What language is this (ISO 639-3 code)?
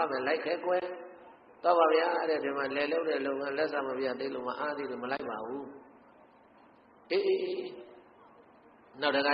mya